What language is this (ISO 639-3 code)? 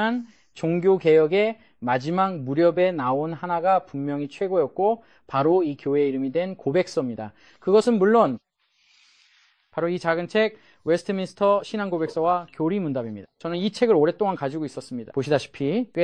kor